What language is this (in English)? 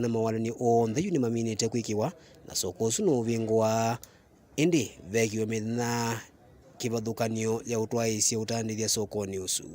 Kamba